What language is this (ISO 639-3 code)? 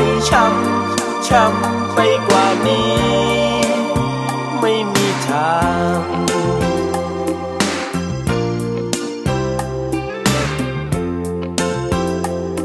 tha